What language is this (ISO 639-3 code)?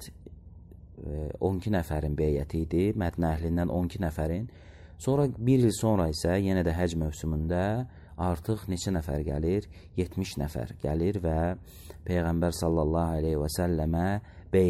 aze